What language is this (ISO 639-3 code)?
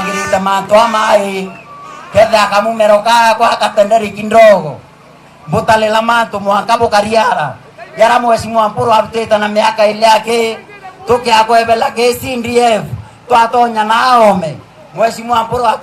mer